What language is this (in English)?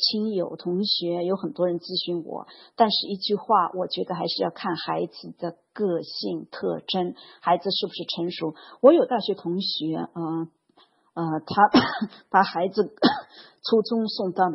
Chinese